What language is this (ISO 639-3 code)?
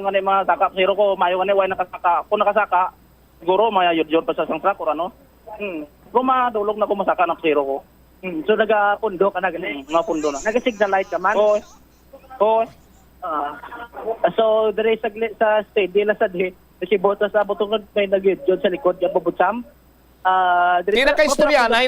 hil